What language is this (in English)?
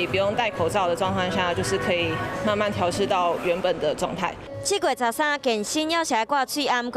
Min Nan Chinese